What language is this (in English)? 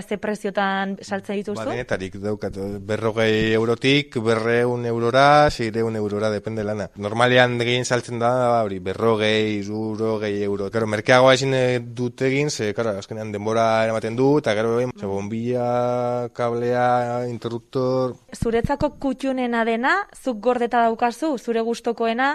Basque